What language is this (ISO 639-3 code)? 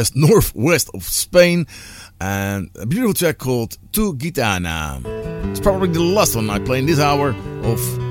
eng